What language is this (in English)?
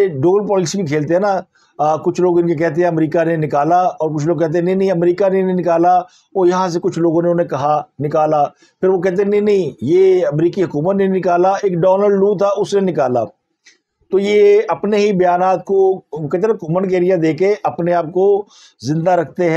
Urdu